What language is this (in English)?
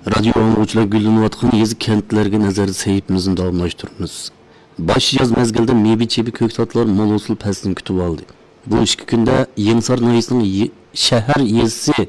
Uyghur